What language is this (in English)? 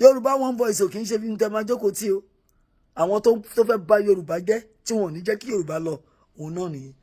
Yoruba